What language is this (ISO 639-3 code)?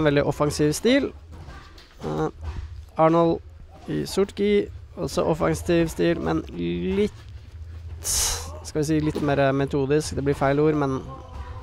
nor